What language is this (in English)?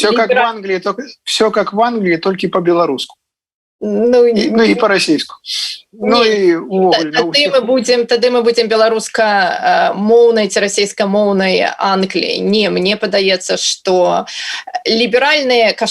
Belarusian